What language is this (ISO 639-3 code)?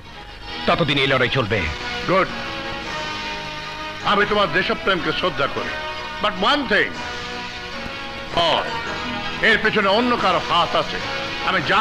ben